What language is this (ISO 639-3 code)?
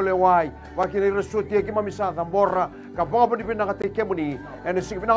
fij